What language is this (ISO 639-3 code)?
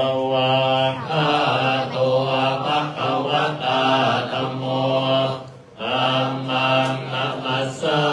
pli